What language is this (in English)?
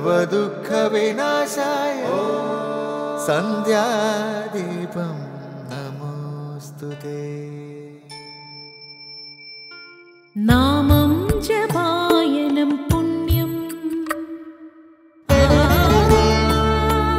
Malayalam